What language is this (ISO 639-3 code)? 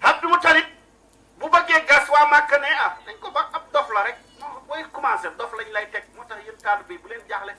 wol